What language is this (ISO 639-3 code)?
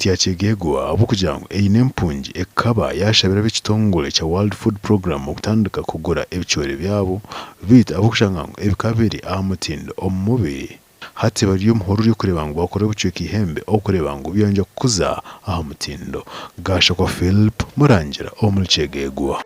nyn